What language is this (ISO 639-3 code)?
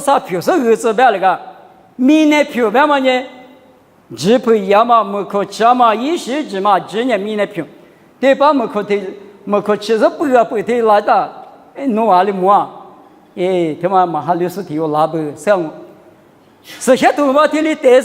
lis